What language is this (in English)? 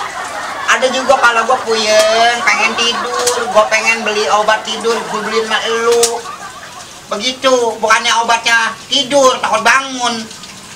Betawi